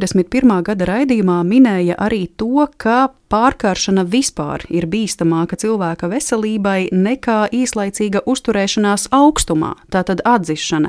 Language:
Latvian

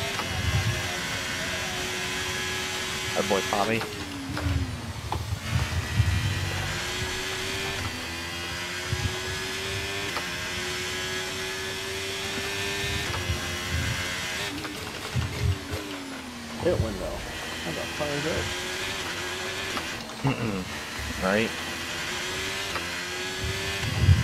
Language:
English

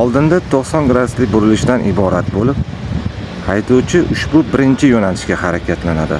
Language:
Uzbek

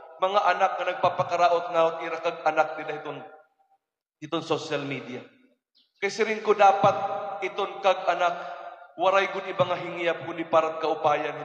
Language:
Waray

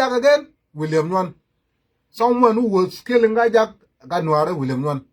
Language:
Nuer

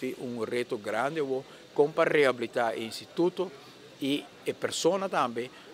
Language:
Papiamento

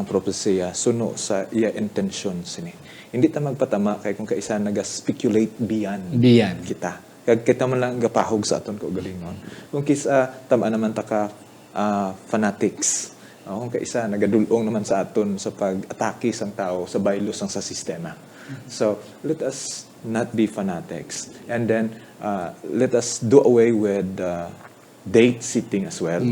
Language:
Hiligaynon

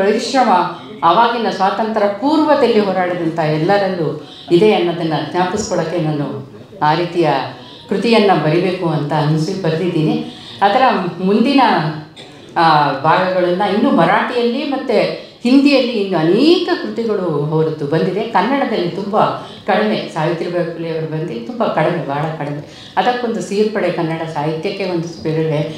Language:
Kannada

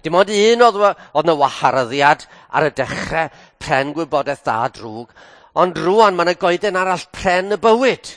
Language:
Welsh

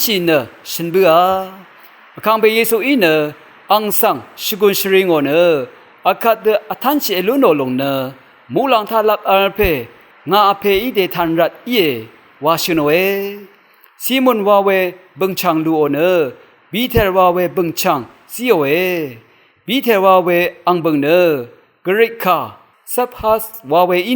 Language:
Rawang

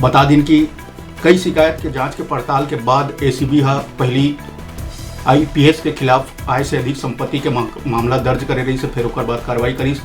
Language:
Chhattisgarhi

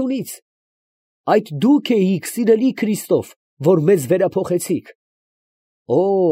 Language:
Armenian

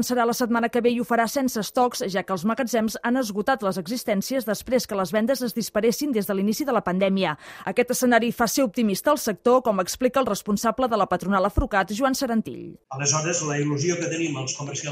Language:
Catalan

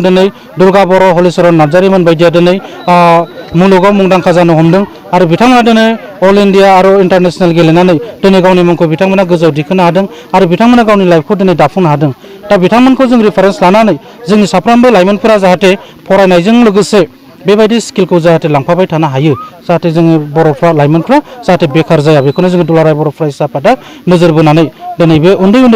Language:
Bodo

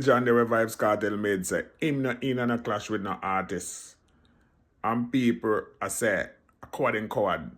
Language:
Jamaican Creole English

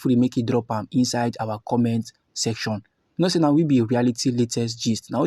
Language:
Nigerian Pidgin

